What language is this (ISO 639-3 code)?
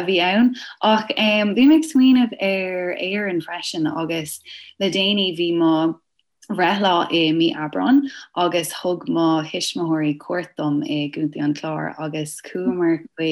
gle